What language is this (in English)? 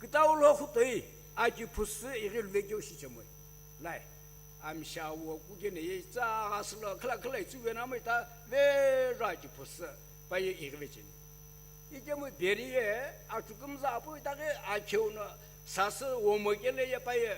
Sumi Naga